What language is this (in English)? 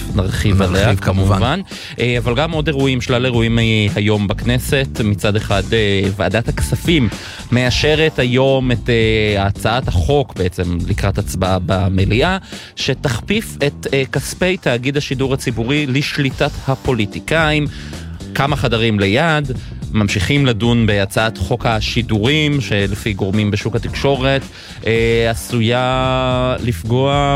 Hebrew